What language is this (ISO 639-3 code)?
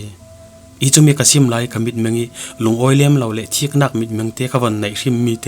cfm